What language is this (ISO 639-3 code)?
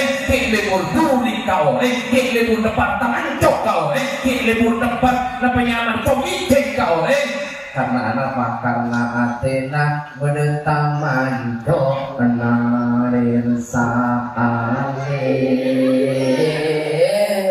mad